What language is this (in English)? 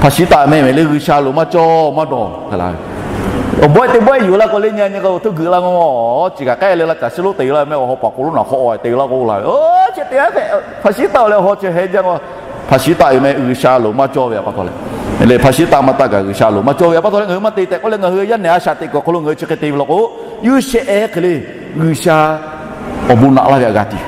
Lahu